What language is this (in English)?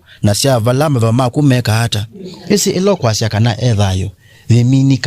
Kamba